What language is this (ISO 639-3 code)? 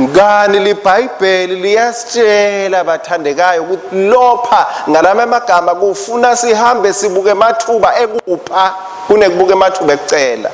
ssw